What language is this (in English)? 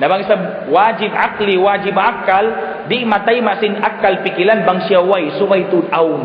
Tausug